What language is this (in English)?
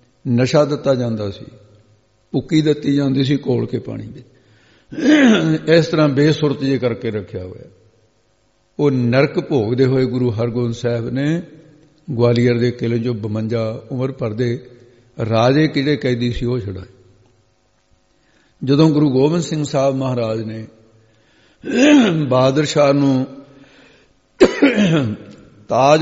Punjabi